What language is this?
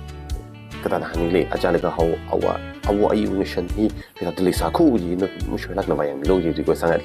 Tangkhul Naga (India)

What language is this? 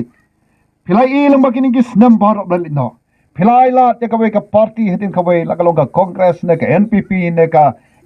Khasi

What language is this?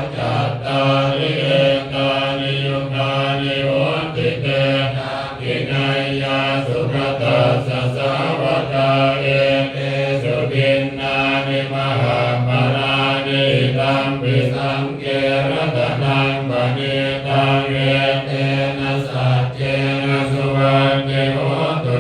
Pali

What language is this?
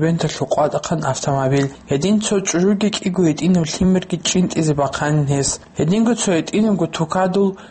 Avaric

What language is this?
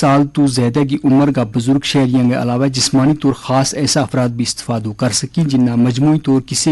Gujari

